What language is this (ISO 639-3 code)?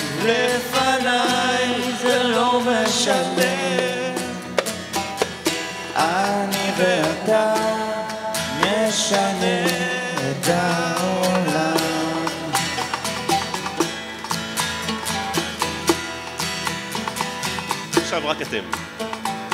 heb